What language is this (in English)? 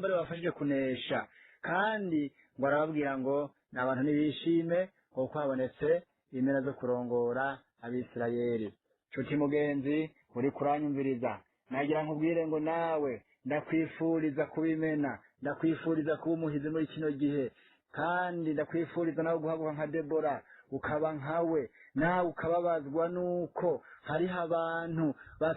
Rundi